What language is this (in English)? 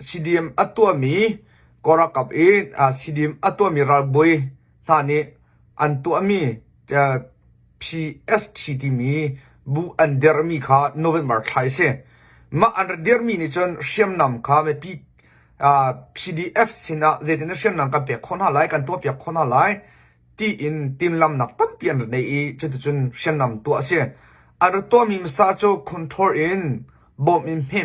Hakha Chin